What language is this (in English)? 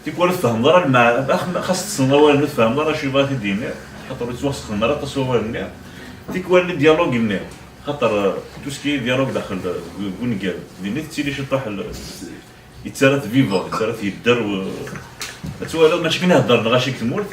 Kabyle